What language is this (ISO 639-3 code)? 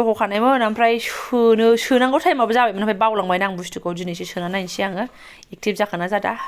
brx